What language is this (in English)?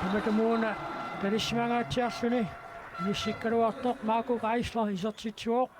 Kalaallisut